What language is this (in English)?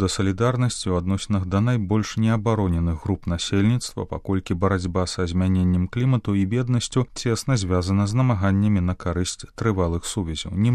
Belarusian